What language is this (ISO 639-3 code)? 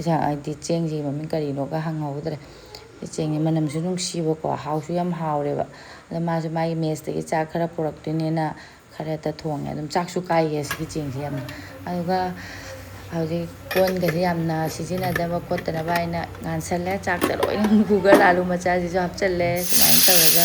mni